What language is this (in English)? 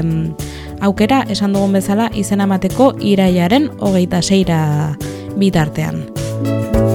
Basque